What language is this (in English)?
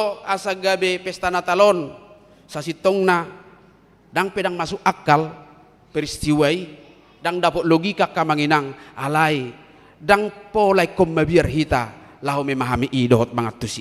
Batak Toba